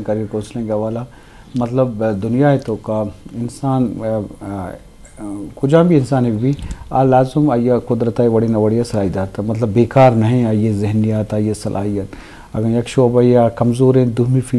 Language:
Baluchi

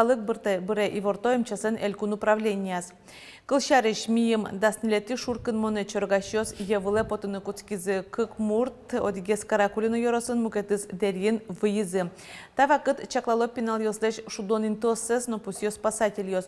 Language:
Udmurt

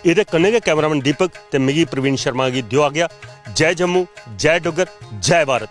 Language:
Dogri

